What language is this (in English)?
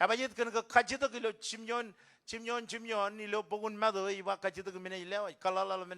Marshallese